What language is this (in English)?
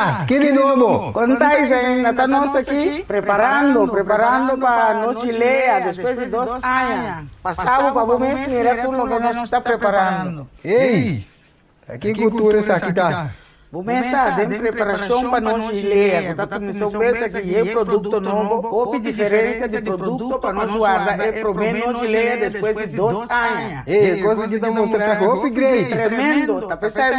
Papiamento